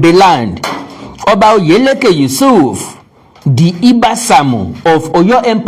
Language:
Yoruba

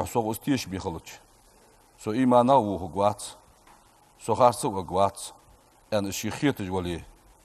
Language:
Ingush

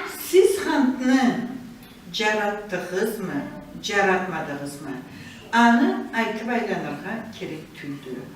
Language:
Karachay-Balkar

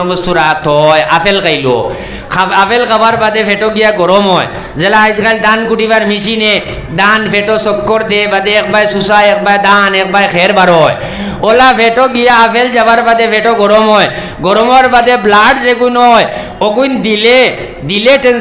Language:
Sylheti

